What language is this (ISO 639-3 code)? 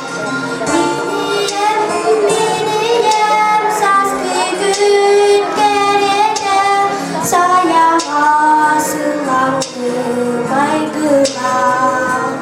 sah